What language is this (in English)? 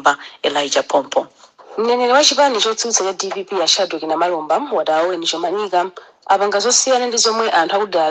Nyanja